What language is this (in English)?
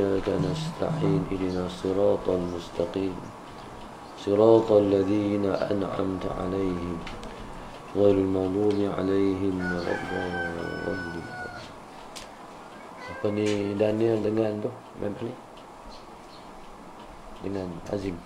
Malay